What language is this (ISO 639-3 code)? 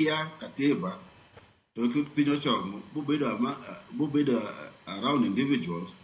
luo